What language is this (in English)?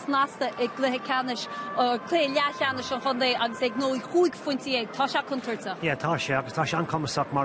Irish